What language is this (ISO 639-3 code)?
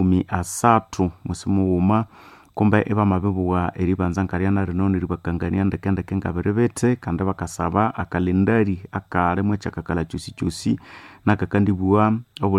nnb